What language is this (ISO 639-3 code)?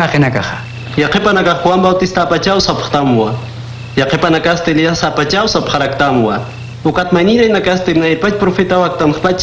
aym